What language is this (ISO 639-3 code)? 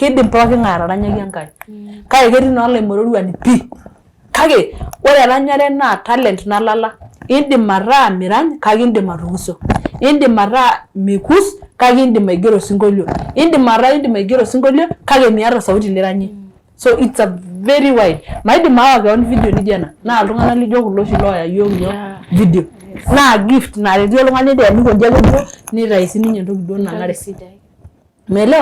mas